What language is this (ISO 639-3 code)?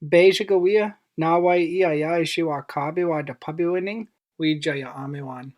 ciw